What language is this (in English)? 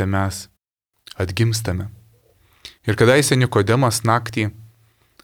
Lithuanian